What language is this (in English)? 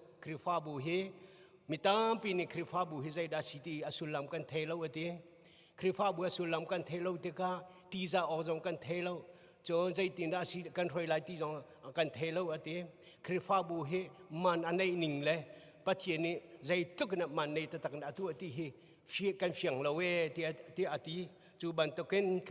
Hakha Chin